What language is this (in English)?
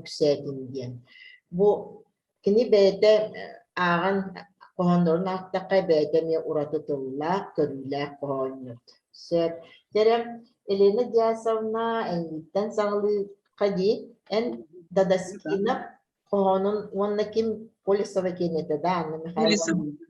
Yakut